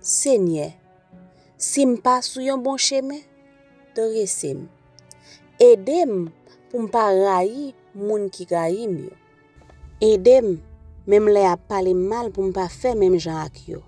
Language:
Haitian Creole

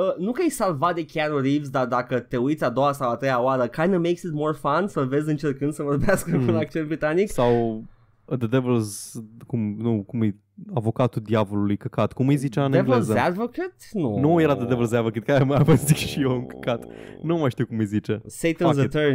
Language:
Romanian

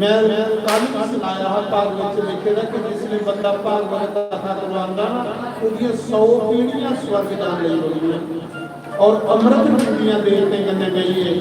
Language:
Dogri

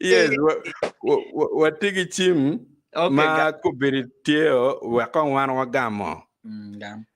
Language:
Acoli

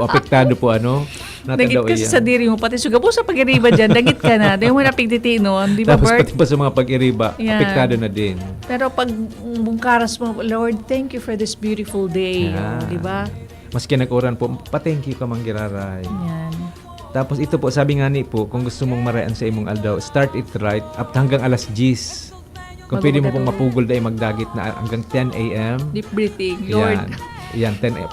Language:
Bikol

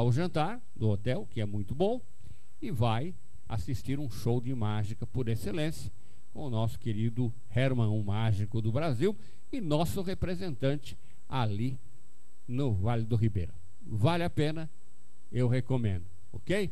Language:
Portuguese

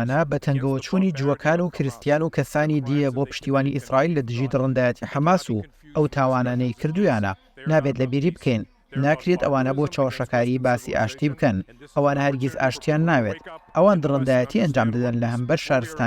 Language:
Central Kurdish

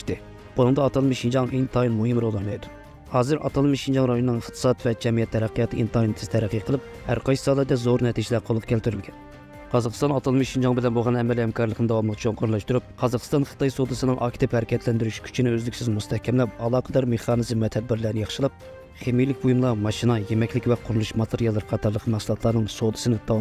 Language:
Uyghur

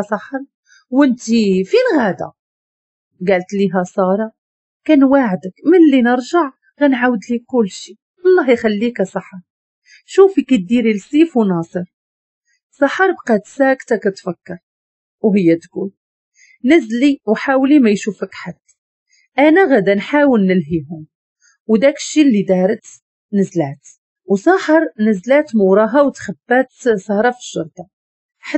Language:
Moroccan Arabic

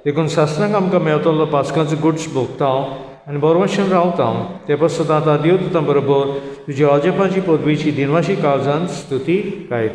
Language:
Konkani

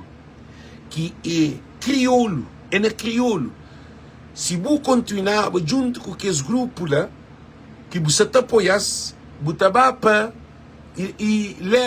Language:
Kabuverdianu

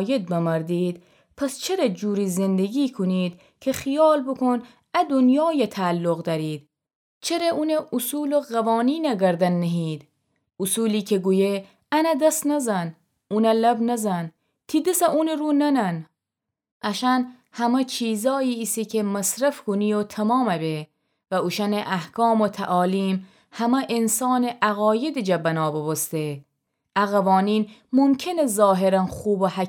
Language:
Gilaki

